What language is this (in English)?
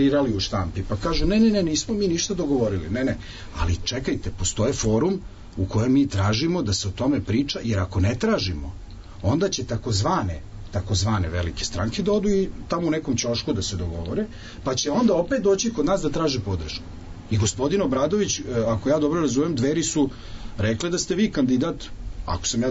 Serbian